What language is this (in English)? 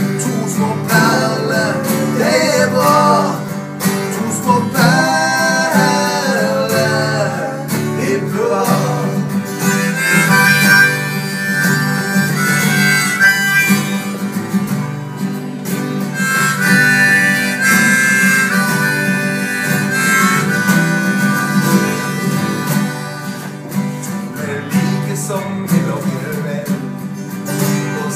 Norwegian